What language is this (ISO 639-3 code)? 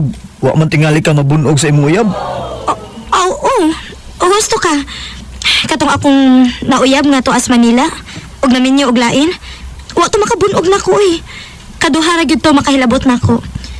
ceb